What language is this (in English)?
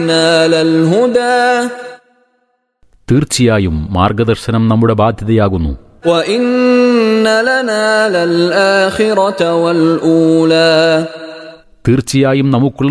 Malayalam